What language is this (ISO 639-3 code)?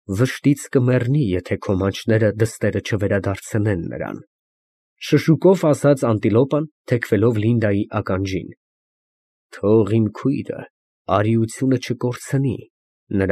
hye